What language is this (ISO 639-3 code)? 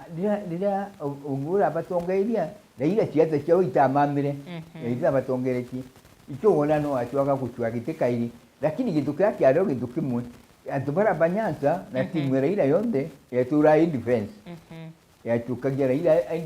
mer